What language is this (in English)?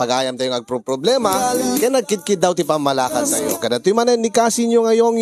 Iloko